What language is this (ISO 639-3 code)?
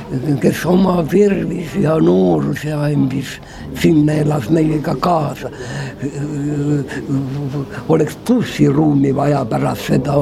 est